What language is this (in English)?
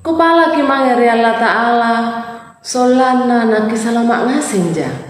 Makasar